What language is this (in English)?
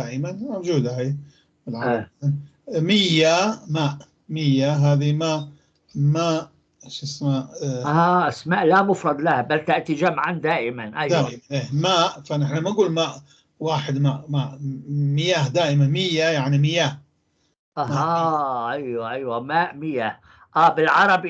North Levantine Arabic